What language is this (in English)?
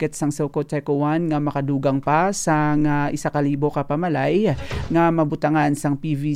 Hiligaynon